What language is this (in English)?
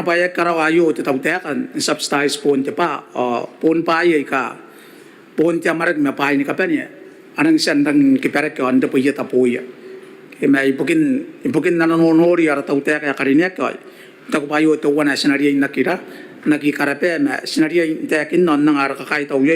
Gilbertese